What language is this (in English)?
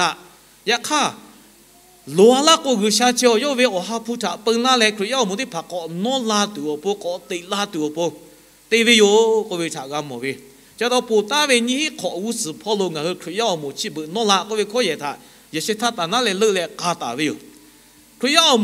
Lahu